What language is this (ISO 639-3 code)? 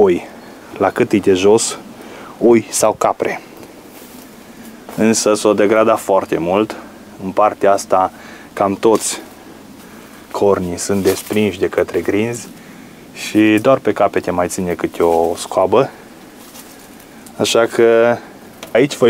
ron